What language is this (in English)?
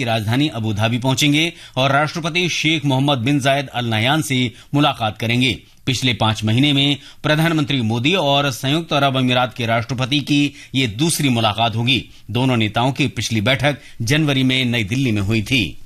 Hindi